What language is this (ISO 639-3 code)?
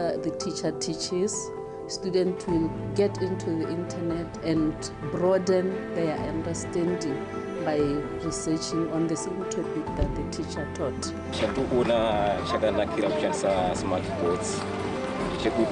tsn